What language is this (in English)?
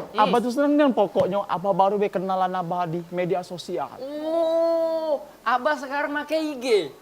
Musi